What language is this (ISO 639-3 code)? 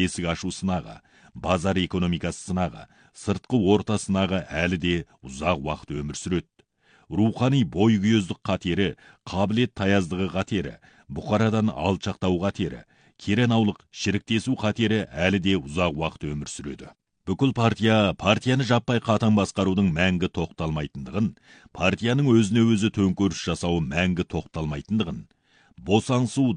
kaz